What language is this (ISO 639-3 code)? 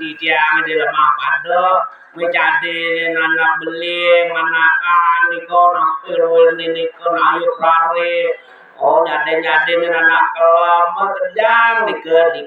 ban